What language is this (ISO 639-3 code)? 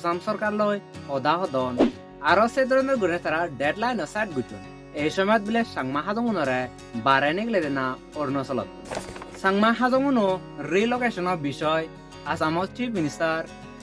ccp